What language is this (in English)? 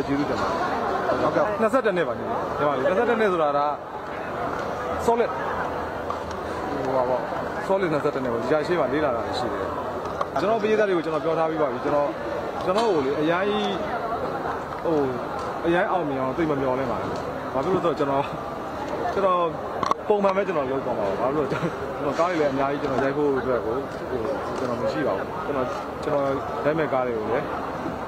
Burmese